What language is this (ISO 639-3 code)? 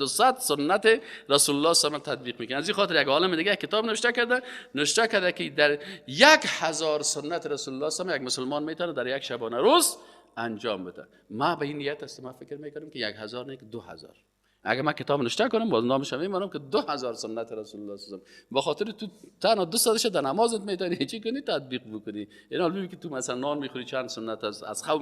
fas